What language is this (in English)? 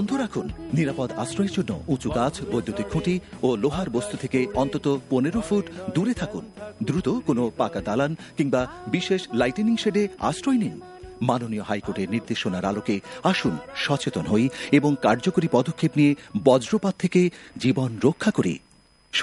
Bangla